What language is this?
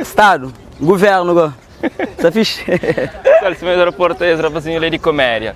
Kabuverdianu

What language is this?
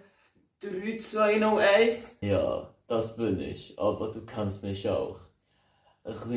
Swiss German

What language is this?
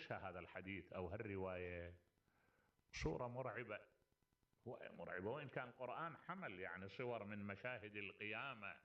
Mesopotamian Arabic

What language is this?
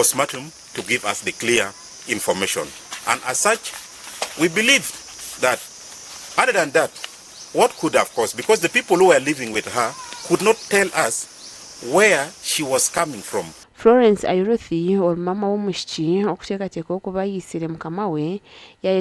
Nyankole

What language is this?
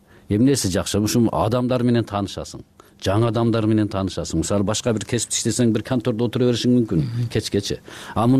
Kyrgyz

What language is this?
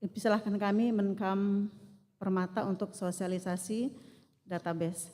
Batak Karo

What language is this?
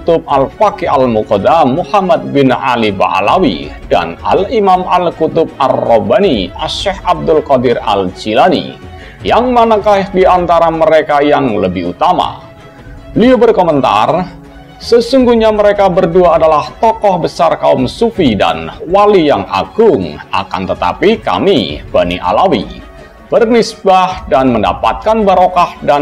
Indonesian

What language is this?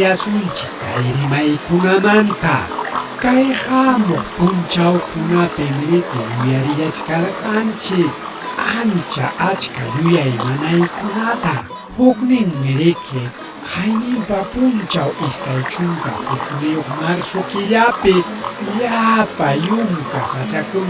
Ayacucho Quechua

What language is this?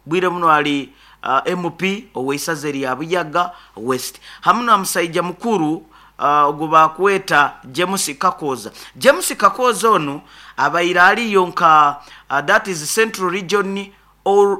Nyoro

